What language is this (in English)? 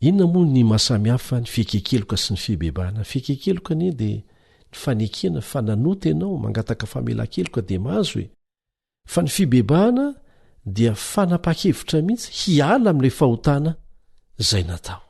Malagasy